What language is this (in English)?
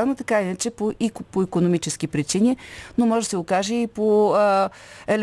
Bulgarian